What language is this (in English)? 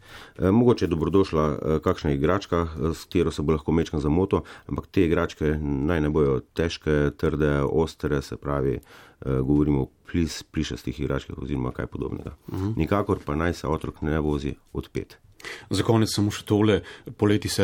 Slovenian